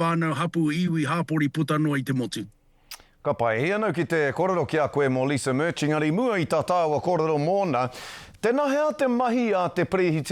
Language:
Māori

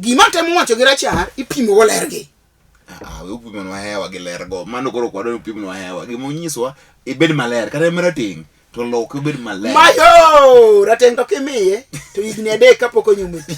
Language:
Luo (Kenya and Tanzania)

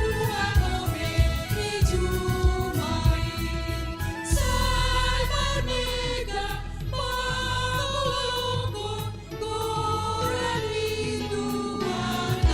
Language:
Batak Simalungun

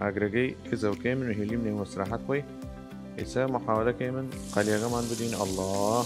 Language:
Southern Kurdish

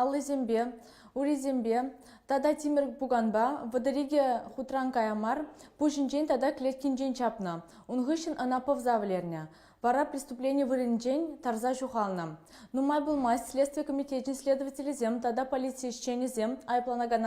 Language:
Chuvash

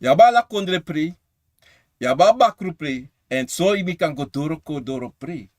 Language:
Sranan Tongo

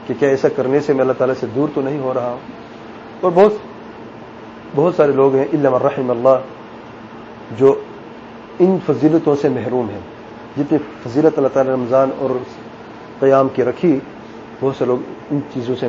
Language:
Urdu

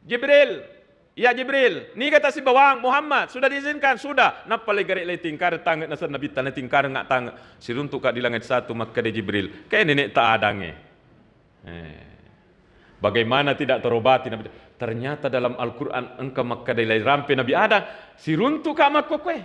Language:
Buginese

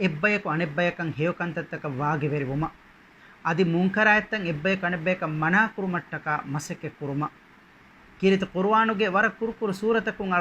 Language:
Divehi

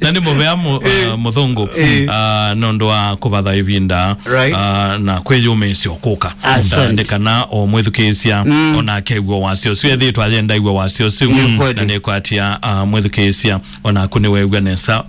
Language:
Kamba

